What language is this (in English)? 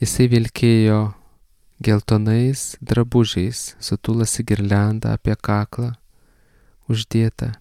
Lithuanian